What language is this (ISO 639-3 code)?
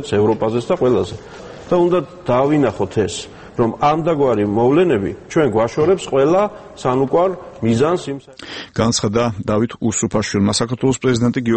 kat